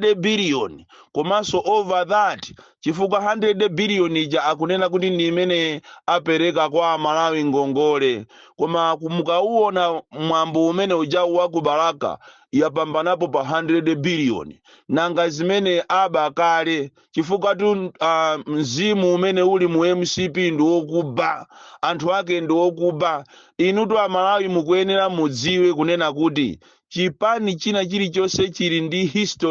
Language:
Nyanja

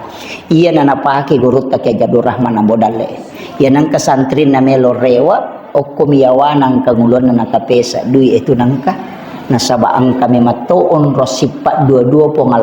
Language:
Buginese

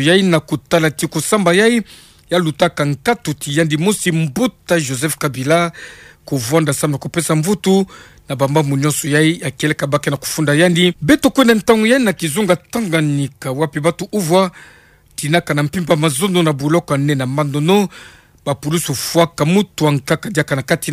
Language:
Kituba (Democratic Republic of Congo)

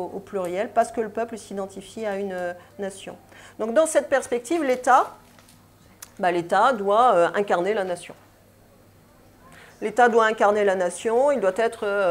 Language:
French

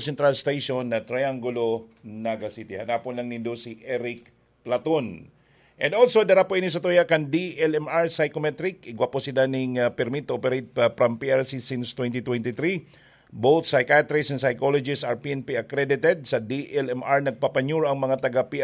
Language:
Bikol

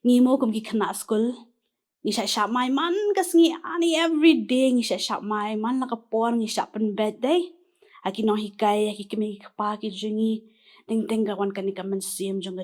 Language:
Khasi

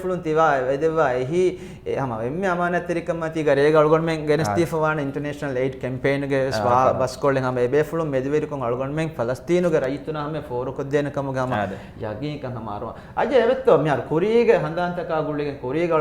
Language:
Divehi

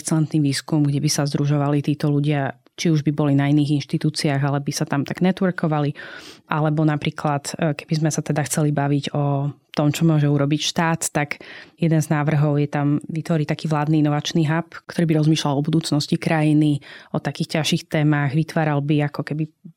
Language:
Slovak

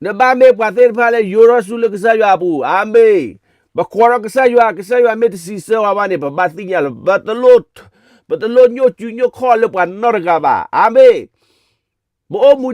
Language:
S'gaw Karen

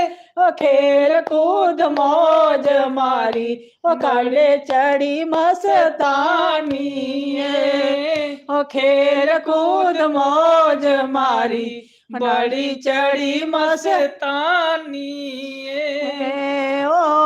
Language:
Dogri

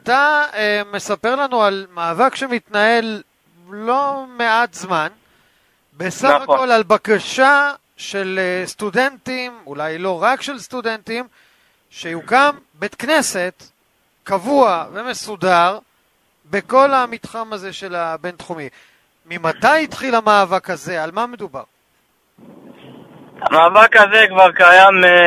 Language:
Hebrew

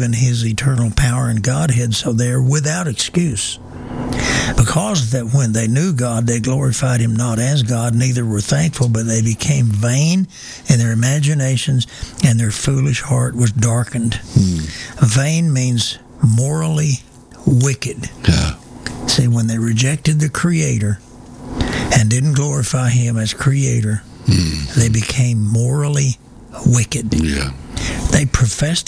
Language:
English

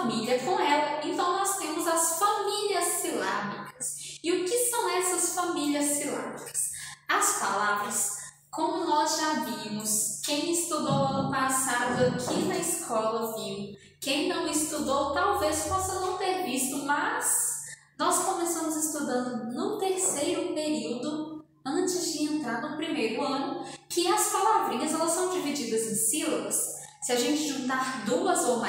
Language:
Portuguese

